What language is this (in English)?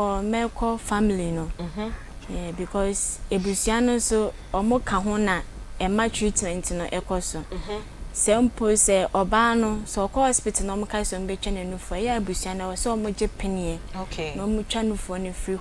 Akan